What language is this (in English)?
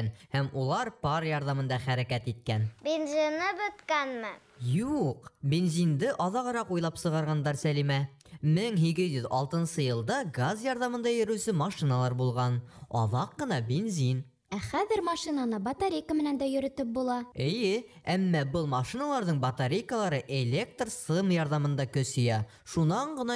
Bashkir